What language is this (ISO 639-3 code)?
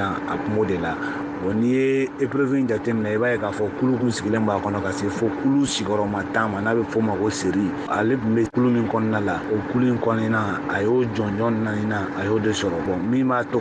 bam